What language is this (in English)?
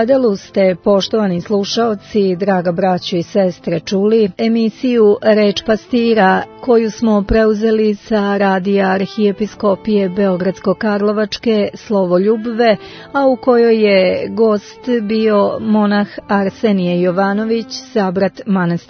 Serbian